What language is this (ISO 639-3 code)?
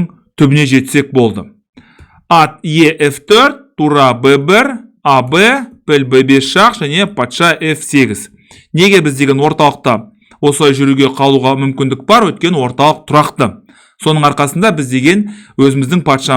kaz